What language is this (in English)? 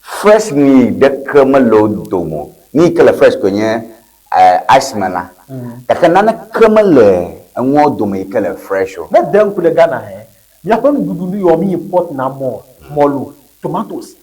Ewe